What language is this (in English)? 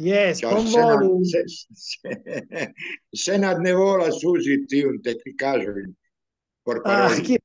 Esperanto